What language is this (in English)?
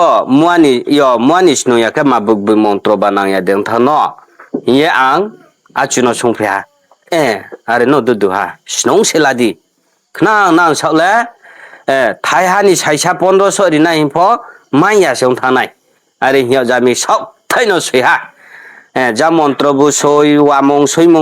Riang (India)